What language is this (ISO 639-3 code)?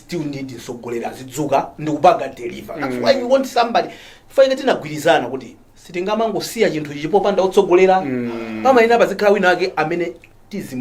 nya